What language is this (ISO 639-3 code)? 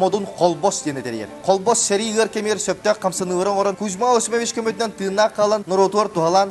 sah